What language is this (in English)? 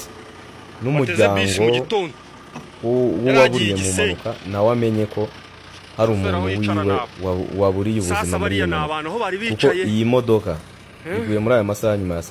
Kinyarwanda